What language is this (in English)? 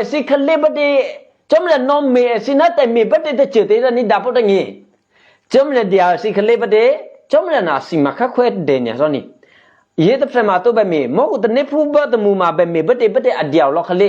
Eastern Kayah